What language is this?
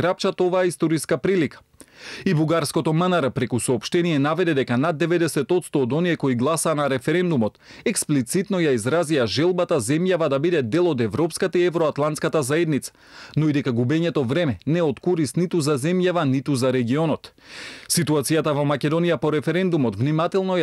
Macedonian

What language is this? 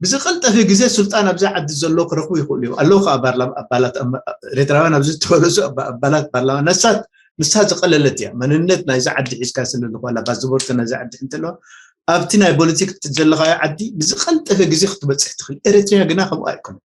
Tigrinya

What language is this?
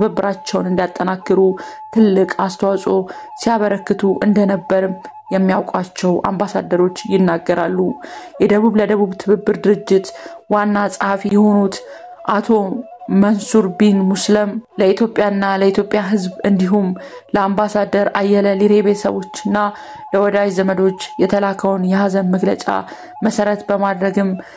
Amharic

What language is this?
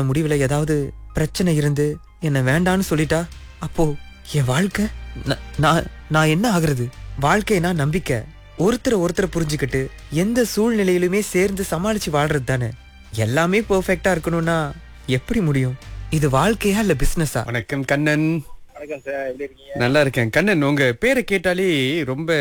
Tamil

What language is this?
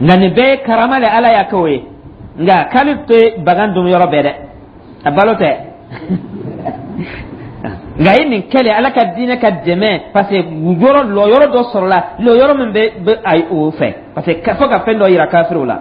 Dyula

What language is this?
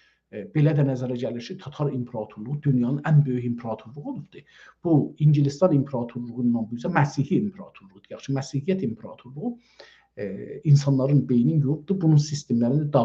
South Azerbaijani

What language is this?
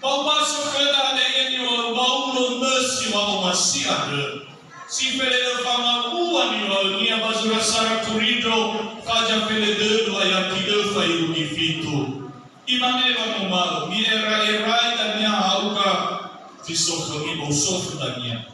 Nias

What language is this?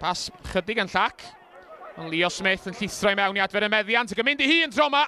Welsh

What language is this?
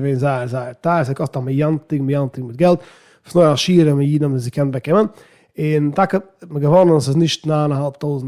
Yiddish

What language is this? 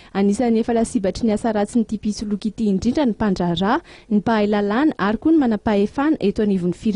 Malagasy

